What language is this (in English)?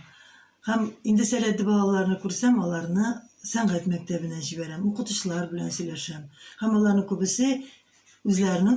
Tatar